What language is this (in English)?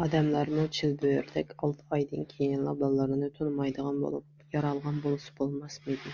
Uyghur